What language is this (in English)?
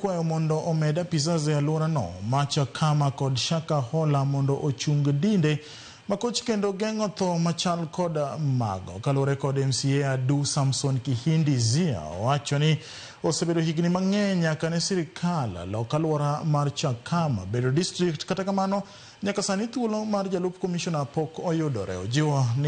Luo (Kenya and Tanzania)